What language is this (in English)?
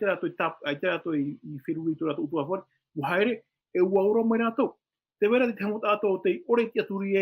Tahitian